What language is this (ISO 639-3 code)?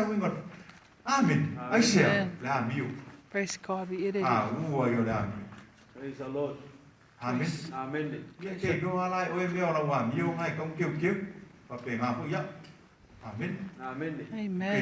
smo